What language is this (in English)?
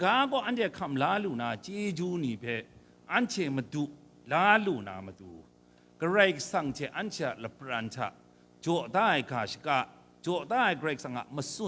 Kachin